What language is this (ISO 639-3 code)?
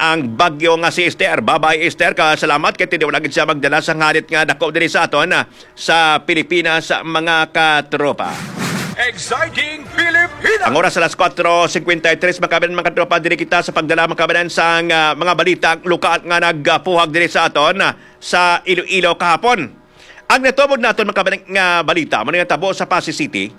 hil